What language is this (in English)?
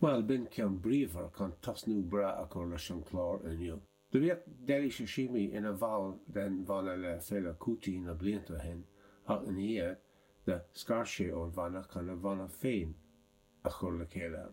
Irish